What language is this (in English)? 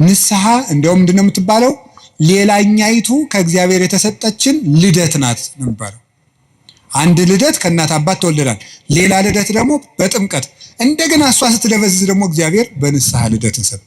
Amharic